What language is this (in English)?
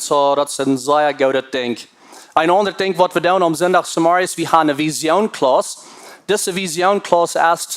Plautdietsch